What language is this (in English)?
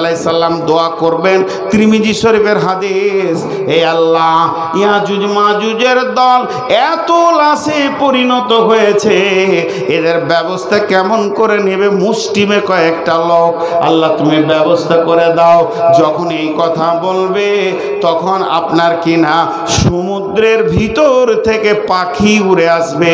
Bangla